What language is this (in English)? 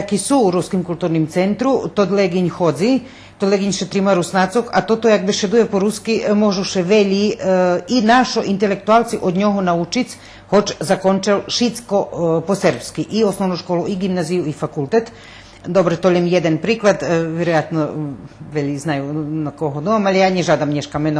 Rusyn